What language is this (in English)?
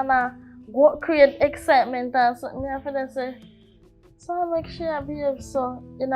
Jamaican Creole English